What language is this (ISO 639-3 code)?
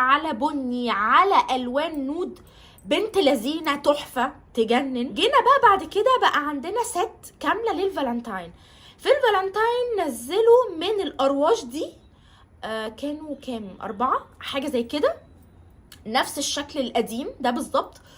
arz